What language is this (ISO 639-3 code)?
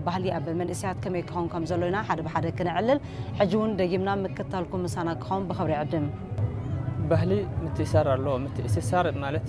tir